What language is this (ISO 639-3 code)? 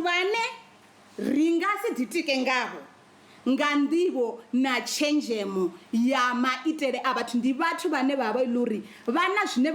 ven